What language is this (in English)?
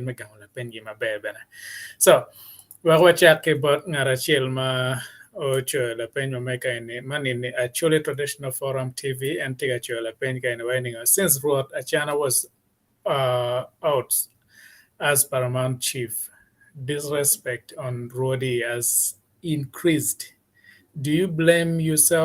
Acoli